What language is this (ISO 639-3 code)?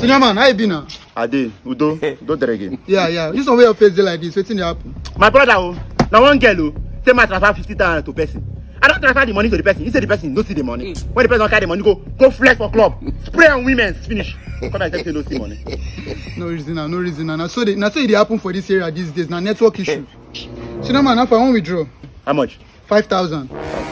pcm